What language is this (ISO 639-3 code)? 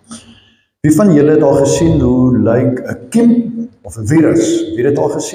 afr